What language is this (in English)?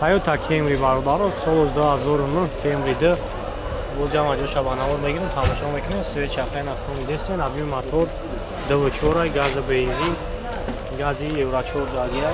Tajik